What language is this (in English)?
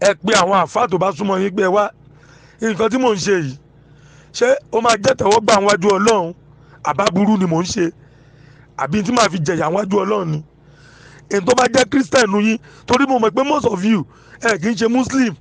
Yoruba